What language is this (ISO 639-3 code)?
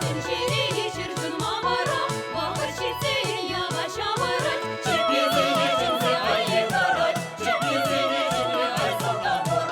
chv